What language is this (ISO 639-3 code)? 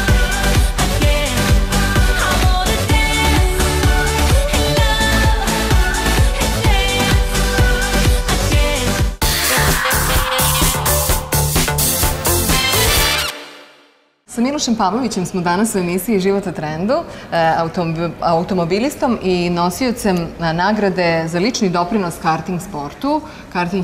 srp